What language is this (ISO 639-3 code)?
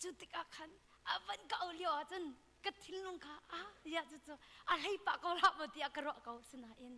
cnh